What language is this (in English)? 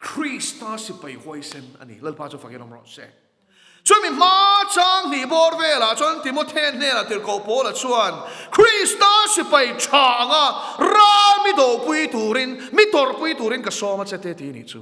Mizo